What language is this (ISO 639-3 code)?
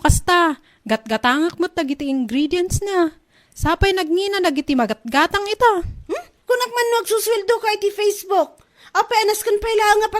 ilo